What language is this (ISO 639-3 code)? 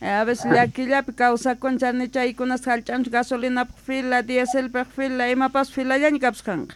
quh